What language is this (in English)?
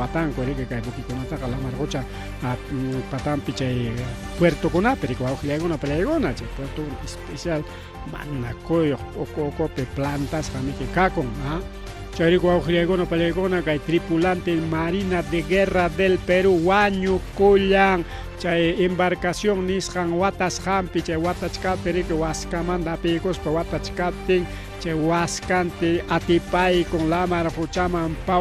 Ayacucho Quechua